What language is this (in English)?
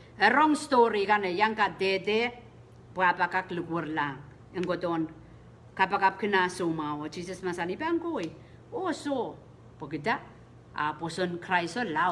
Pohnpeian